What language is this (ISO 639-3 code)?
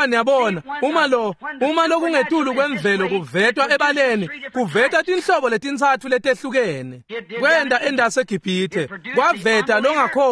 ssw